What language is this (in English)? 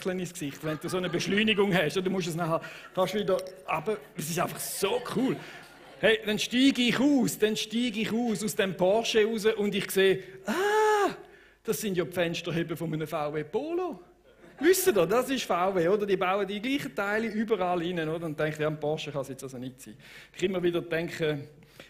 Swiss German